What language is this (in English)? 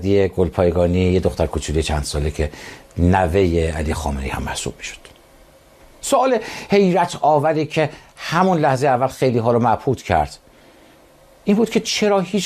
Persian